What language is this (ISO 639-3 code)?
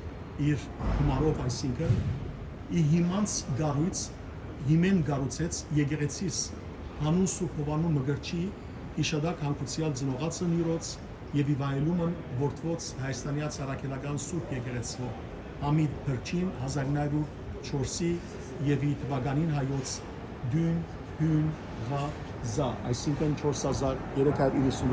hyw